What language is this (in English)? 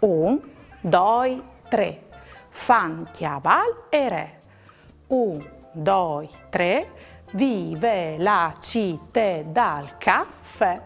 Friulian